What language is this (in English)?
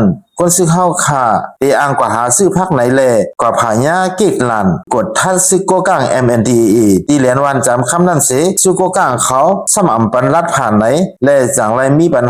Shan